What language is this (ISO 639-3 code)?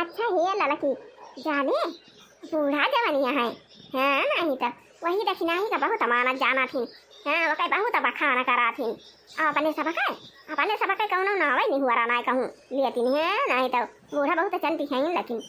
awa